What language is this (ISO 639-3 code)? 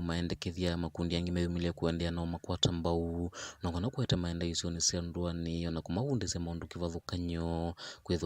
kam